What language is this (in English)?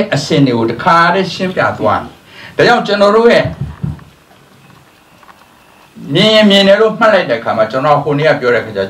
Burmese